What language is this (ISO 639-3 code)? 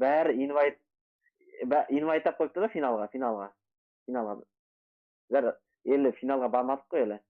kaa